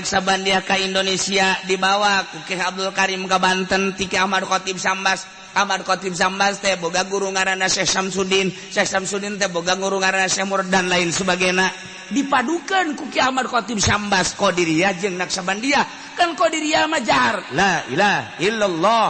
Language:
Sundanese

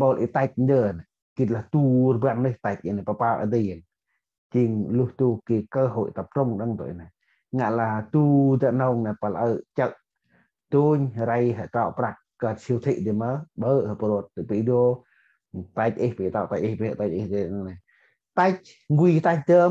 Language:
Central Mnong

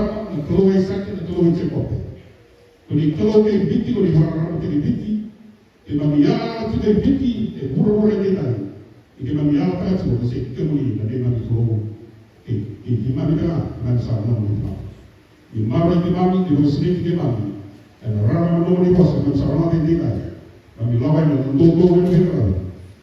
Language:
Fijian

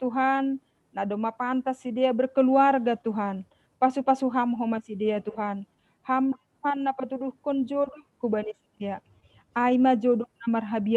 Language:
Batak Simalungun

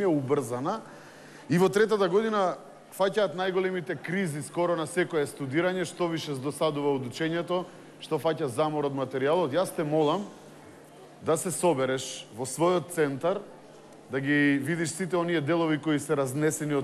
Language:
Macedonian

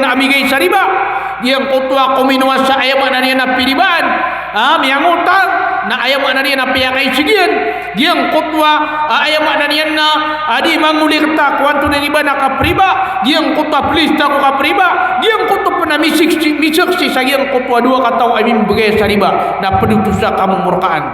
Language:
Maranao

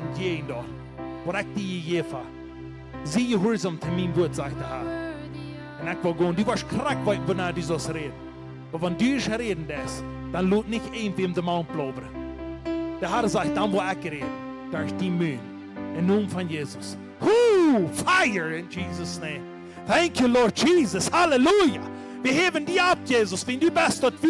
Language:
Plautdietsch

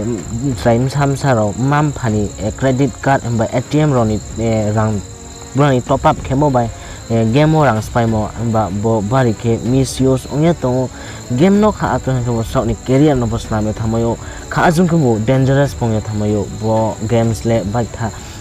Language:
Riang (India)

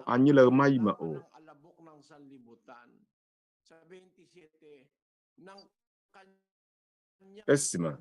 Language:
Ewe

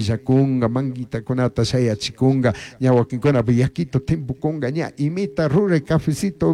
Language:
Chimborazo Highland Quichua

